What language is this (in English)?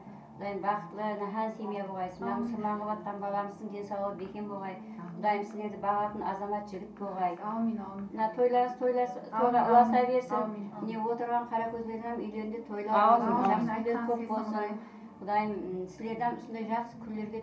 Kara-Kalpak